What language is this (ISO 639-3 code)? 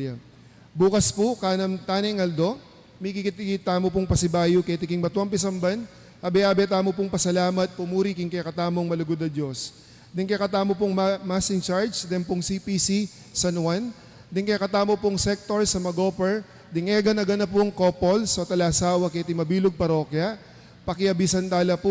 pam